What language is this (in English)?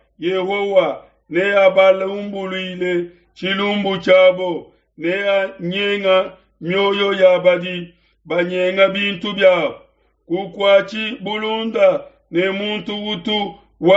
Luba-Lulua